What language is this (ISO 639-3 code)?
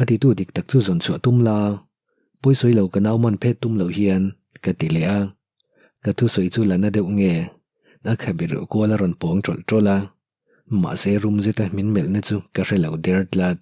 lus